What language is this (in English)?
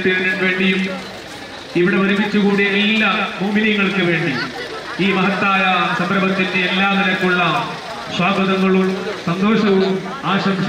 Malayalam